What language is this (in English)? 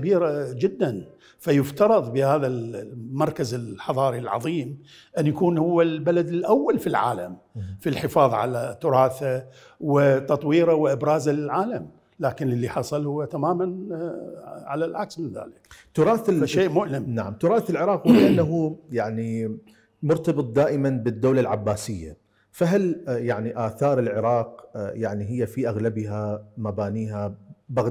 Mesopotamian Arabic